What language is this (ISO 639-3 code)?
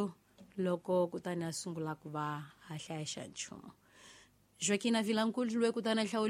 tso